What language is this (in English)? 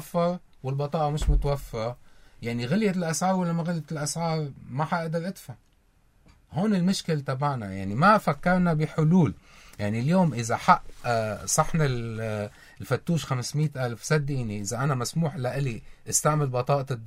North Levantine Arabic